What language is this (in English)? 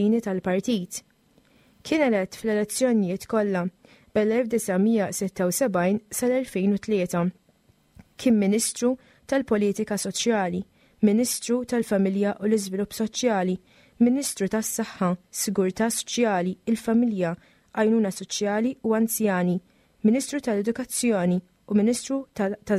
Maltese